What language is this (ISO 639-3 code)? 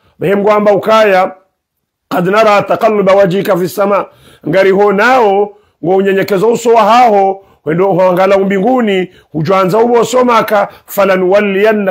swa